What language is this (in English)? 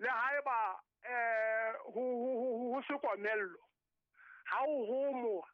Southern Sotho